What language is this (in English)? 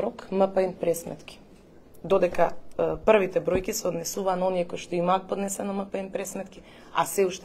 Macedonian